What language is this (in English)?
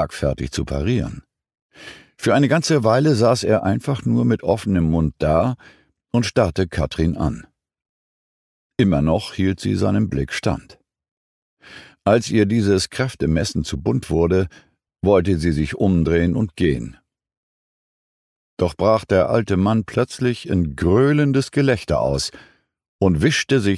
German